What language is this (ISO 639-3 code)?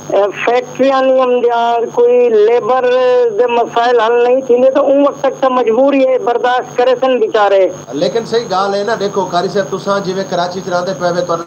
skr